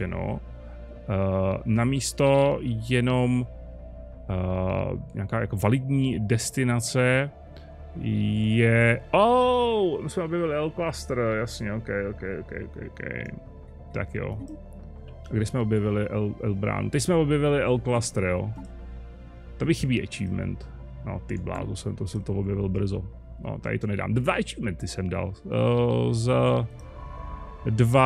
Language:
Czech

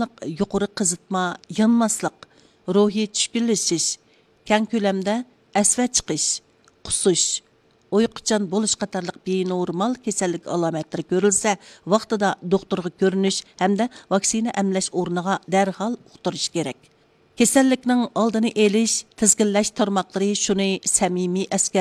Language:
Uyghur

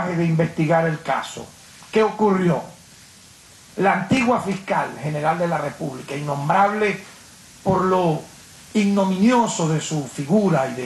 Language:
Spanish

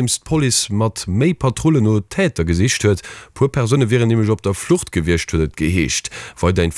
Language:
Luxembourgish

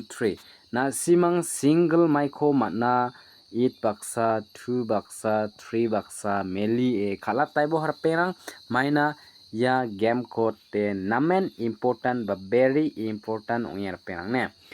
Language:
Garo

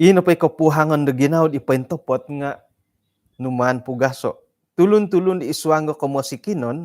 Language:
Central Dusun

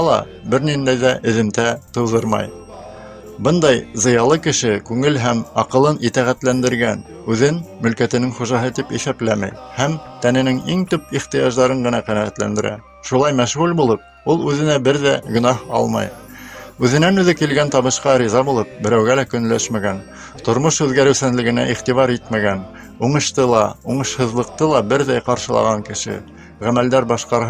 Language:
Bashkir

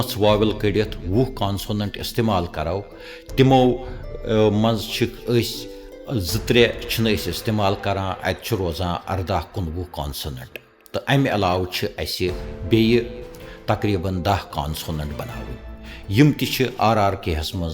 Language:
Kashmiri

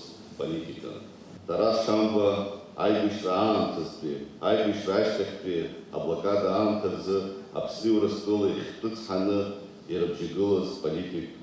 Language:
Abkhazian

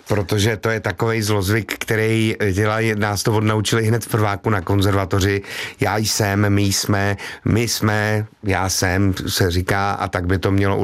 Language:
Czech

